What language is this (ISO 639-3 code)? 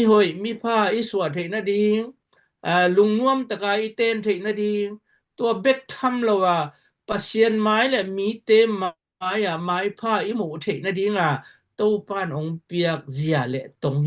ctd